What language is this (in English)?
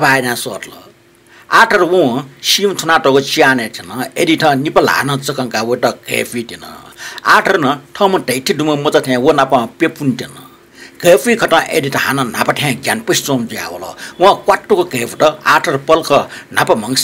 Newari